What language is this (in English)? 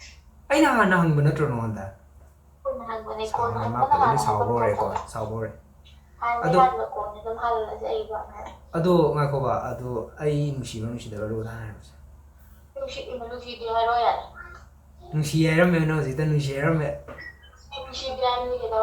Manipuri